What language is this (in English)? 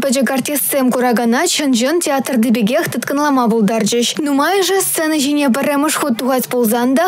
Chuvash